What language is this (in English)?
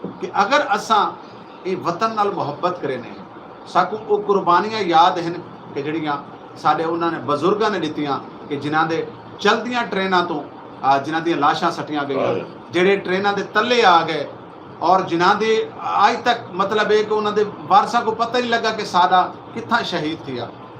Saraiki